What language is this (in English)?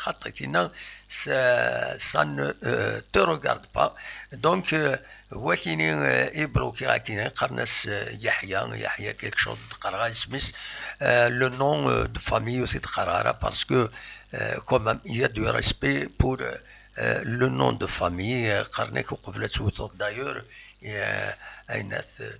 Kabyle